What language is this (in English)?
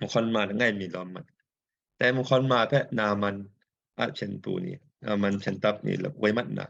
Kachin